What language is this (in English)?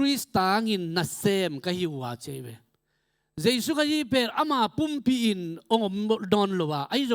Tedim Chin